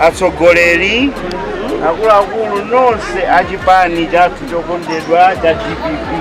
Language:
Nyanja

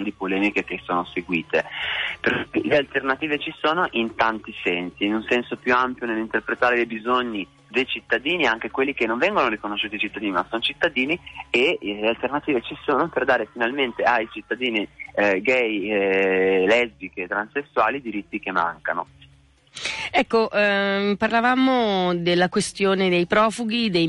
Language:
Italian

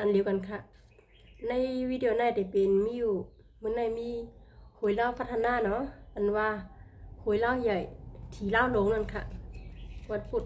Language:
Shan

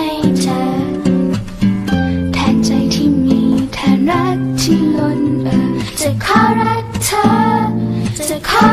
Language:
Thai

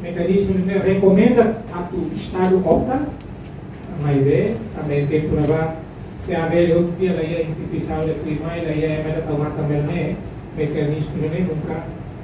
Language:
Tetum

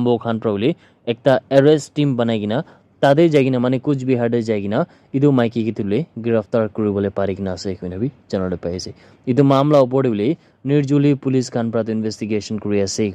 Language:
Naga Pidgin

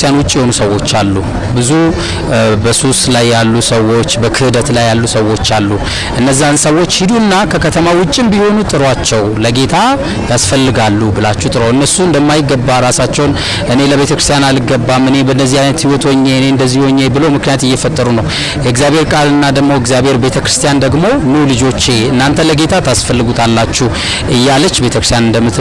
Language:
Amharic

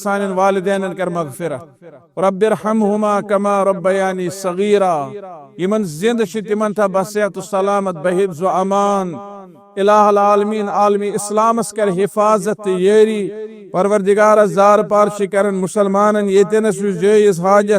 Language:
Kashmiri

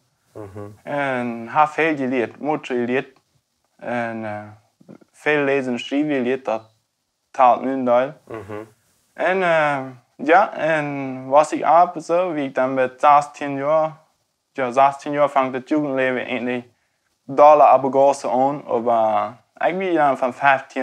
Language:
Plautdietsch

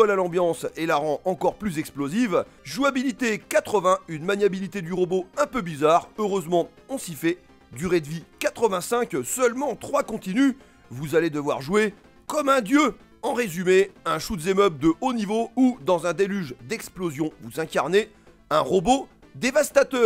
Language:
French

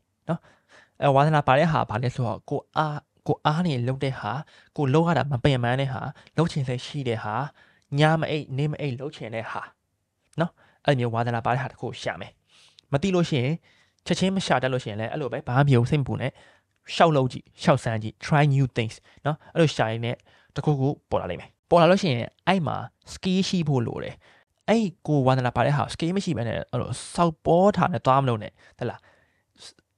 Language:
Burmese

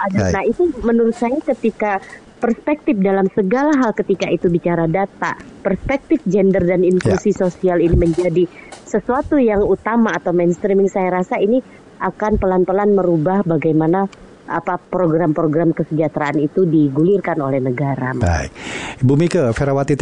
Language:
Indonesian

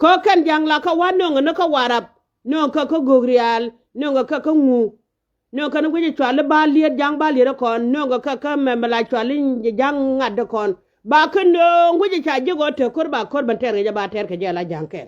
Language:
Nuer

